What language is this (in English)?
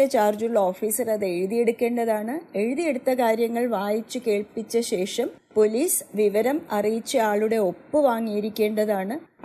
Malayalam